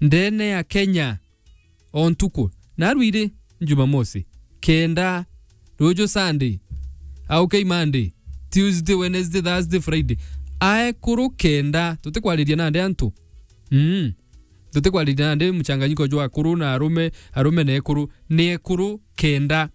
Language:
Meru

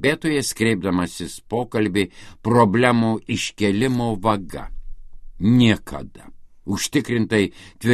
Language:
Lithuanian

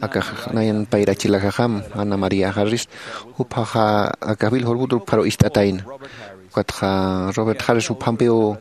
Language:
Aymara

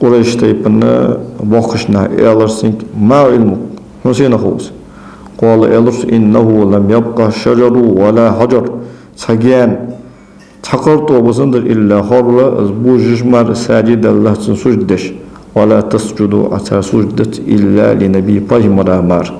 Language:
Ingush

